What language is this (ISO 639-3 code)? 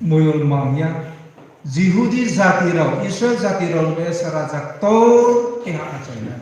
ria